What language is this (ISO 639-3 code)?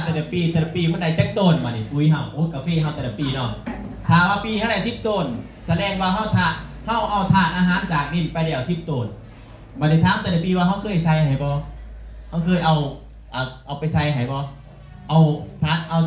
tts